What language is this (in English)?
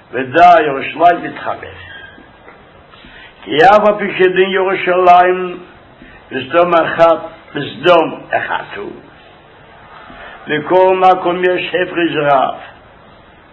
Hebrew